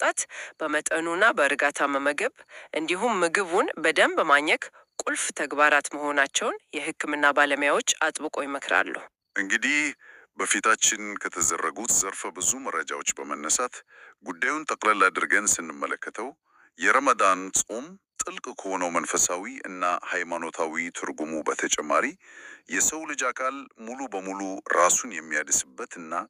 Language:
Amharic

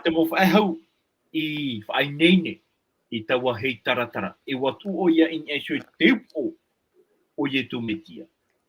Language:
Tahitian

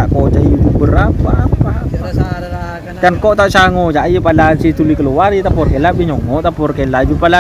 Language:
Madurese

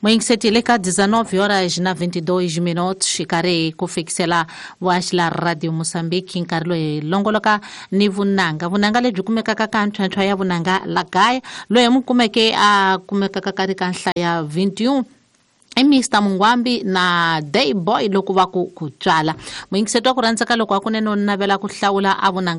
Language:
Tsonga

